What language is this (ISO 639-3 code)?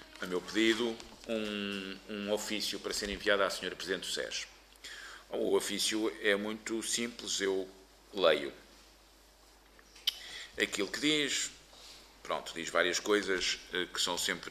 por